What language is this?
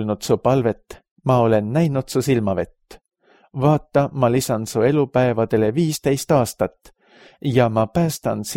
Estonian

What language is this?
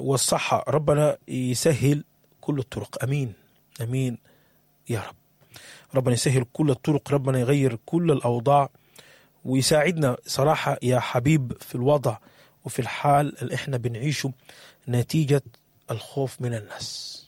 Sudanese Arabic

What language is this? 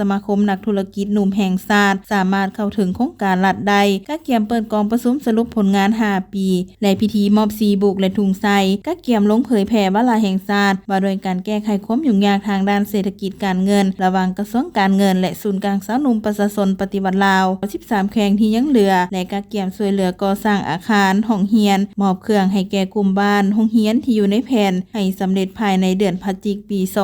Lao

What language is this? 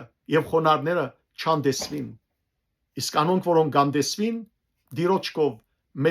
Western Armenian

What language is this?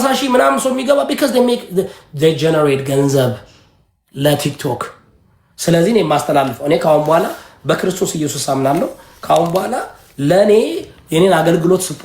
Amharic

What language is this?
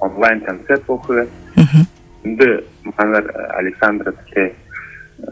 Buriat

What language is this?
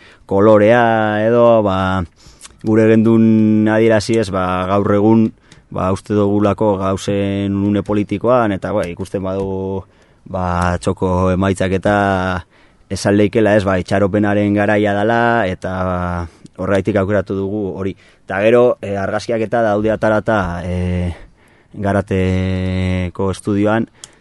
Basque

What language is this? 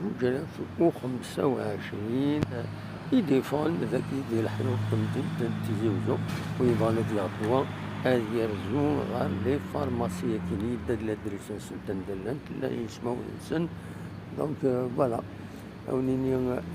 Kabyle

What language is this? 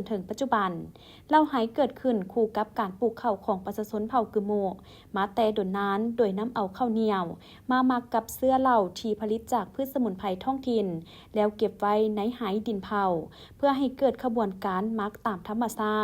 Lao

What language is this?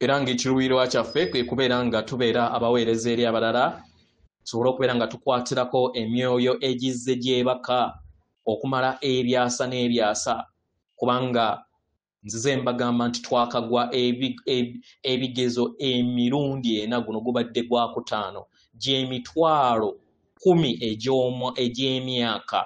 Ganda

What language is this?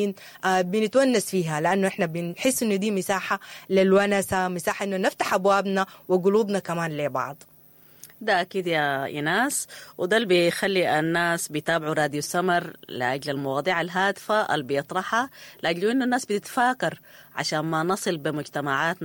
Sudanese Arabic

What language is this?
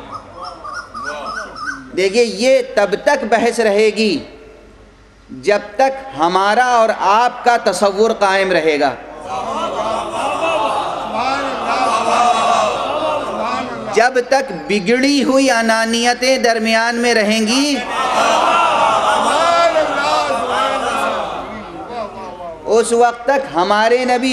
Urdu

